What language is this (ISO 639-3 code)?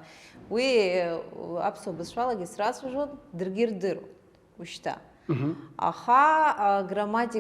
abk